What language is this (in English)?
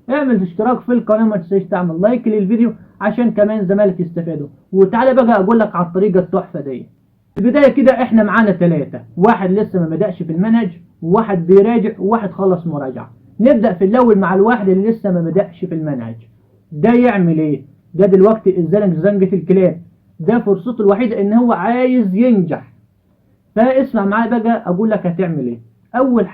Egyptian Arabic